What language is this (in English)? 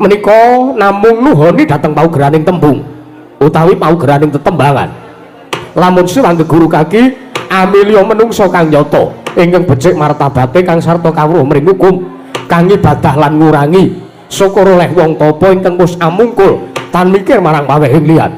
Javanese